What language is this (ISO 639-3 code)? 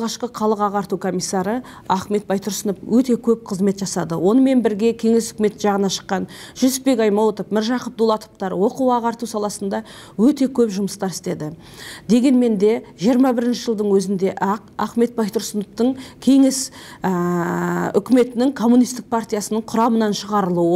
kaz